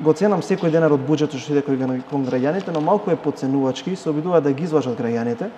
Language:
Macedonian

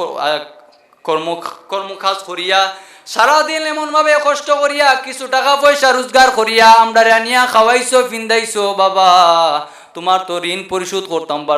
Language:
Sylheti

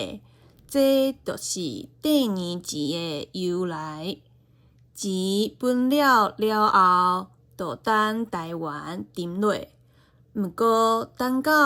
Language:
Min Nan Chinese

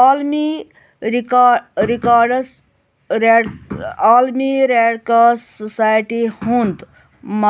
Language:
Kashmiri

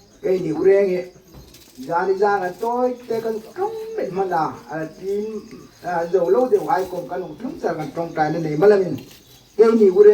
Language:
Hmar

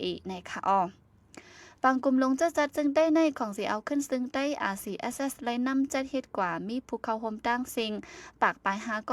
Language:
Shan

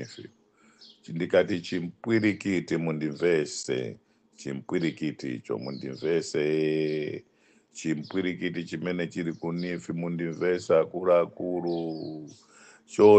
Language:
Nyanja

